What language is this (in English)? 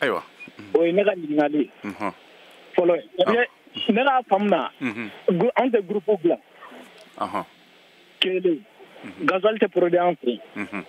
Bambara